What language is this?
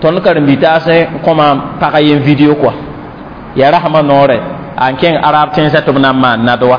Mossi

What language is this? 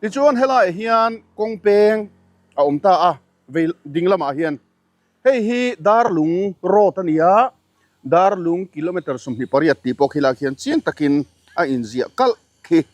Mizo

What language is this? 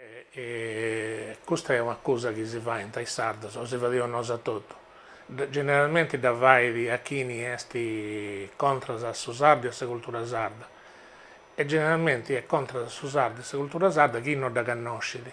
Sardinian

